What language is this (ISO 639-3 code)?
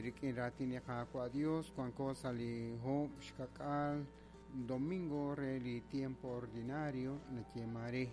kek